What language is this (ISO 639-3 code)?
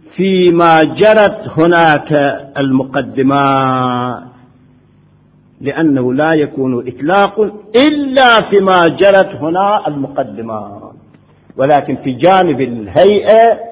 ara